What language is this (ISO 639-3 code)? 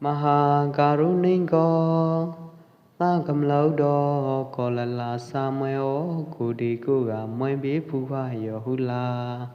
kjp